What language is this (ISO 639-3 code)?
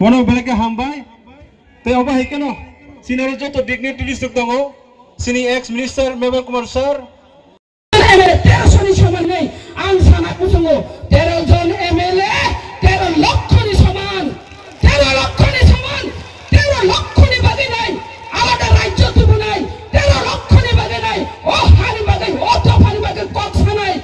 trp